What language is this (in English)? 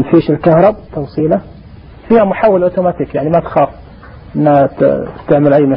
Najdi Arabic